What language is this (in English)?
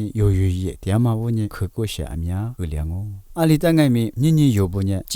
Lisu